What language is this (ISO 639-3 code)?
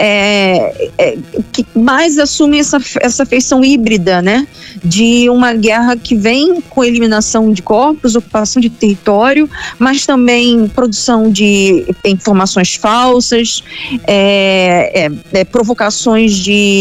por